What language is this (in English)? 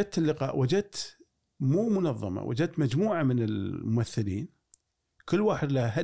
Gulf Arabic